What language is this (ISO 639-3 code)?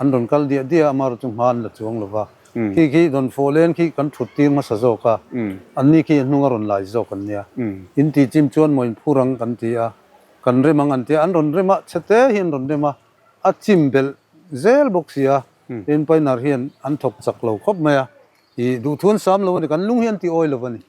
lus